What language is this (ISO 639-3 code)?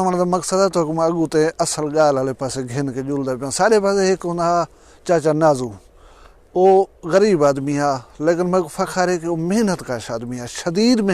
skr